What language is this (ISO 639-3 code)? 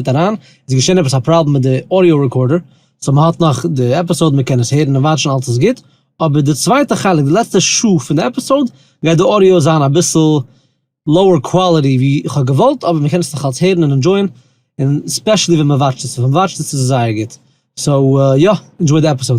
yid